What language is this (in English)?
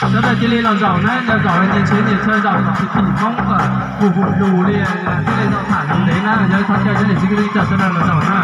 Hmong